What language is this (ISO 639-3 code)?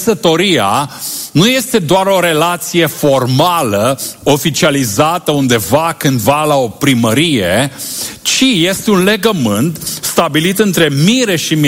ron